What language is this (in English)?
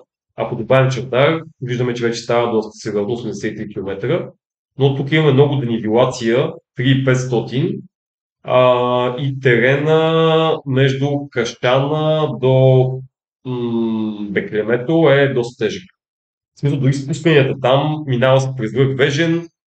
Bulgarian